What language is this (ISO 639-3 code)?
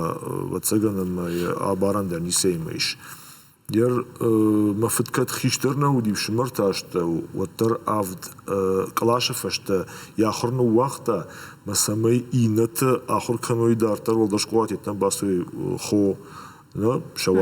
oss